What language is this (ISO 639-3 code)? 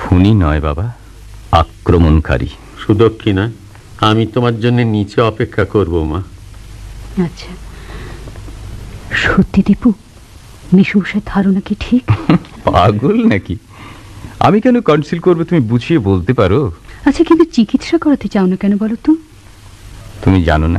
ben